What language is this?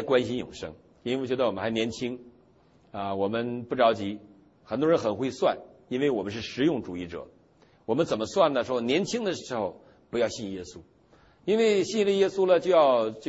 Chinese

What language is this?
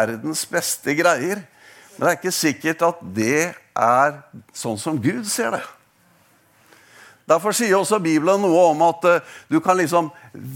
Norwegian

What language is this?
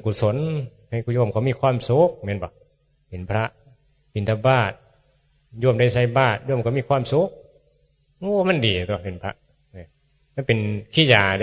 Northeastern Thai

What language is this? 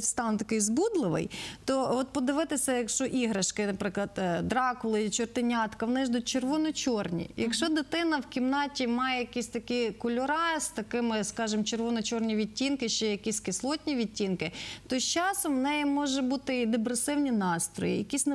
Ukrainian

